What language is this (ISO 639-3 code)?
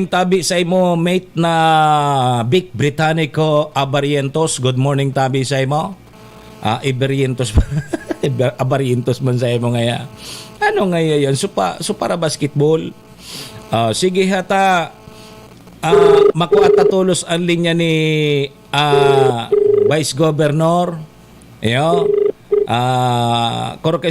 bik